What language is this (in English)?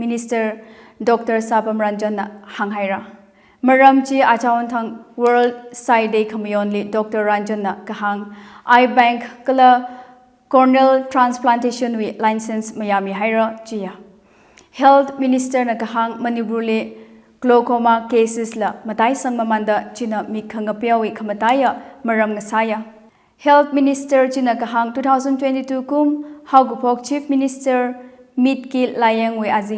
Tangkhul Naga (India)